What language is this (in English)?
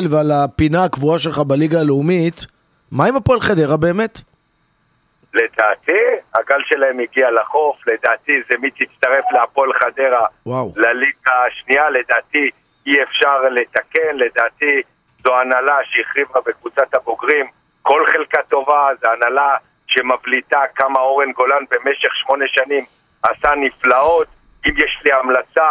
Hebrew